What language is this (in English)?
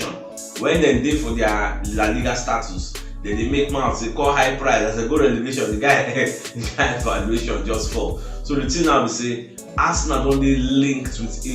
Nigerian Pidgin